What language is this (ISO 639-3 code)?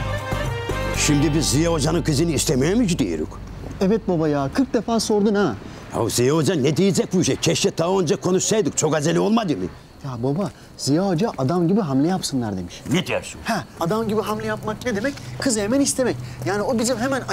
tur